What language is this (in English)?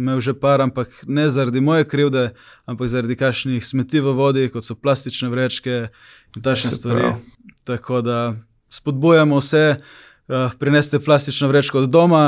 Slovenian